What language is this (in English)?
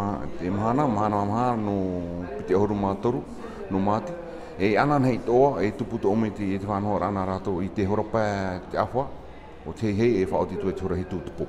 Tahitian